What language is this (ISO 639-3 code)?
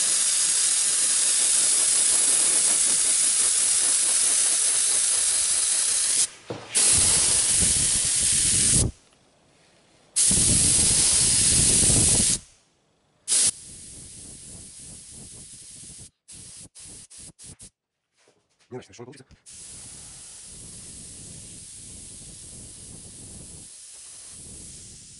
rus